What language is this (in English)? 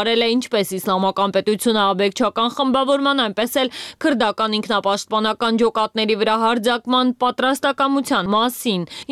Armenian